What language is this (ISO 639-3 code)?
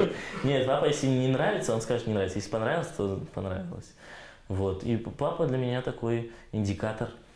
rus